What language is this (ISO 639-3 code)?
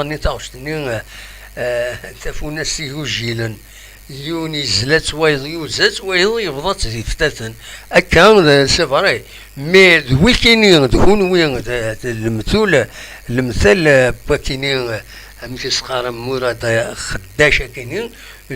kab